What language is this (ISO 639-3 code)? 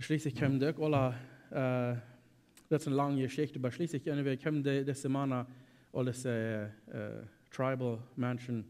pdt